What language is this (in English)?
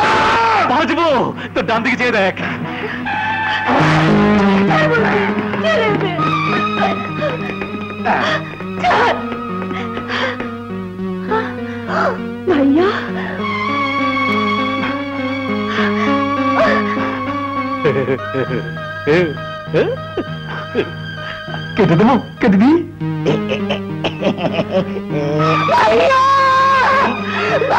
Bangla